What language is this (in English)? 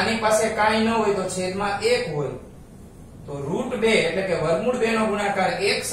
Gujarati